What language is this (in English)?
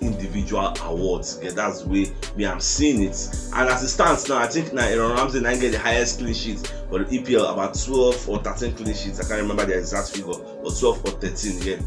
Nigerian Pidgin